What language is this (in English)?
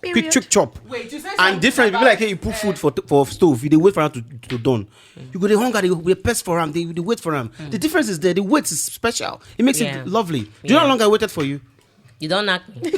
Nigerian Pidgin